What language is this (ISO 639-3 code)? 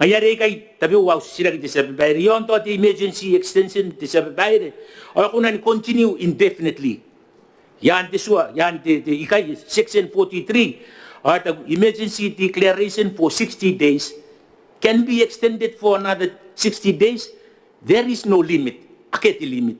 gil